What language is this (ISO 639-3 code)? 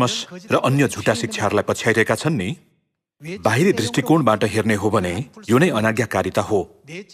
nep